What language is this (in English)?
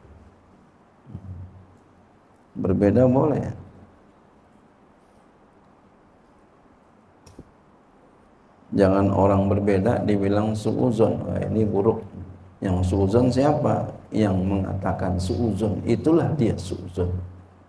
Indonesian